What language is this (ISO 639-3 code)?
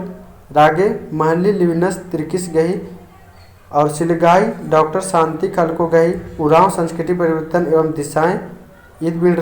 kru